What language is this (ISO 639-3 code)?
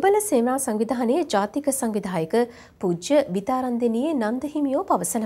sin